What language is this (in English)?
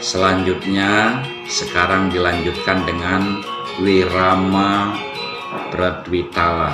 Balinese